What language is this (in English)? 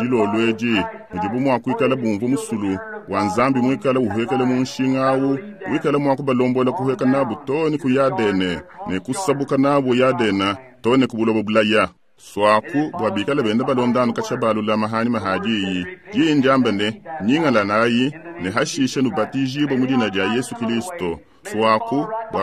Luba-Lulua